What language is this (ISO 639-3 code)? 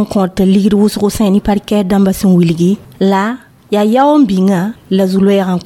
mos